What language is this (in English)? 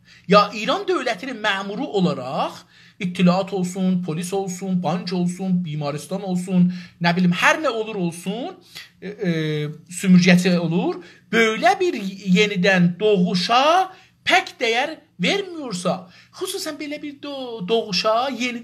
South Azerbaijani